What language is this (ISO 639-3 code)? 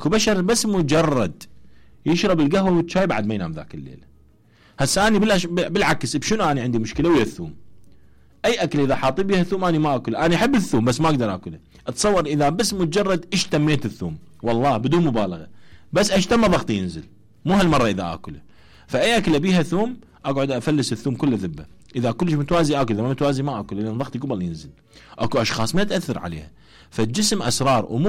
acm